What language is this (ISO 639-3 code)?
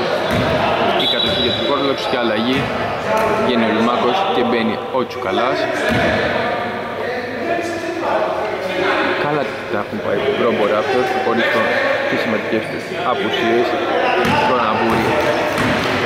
ell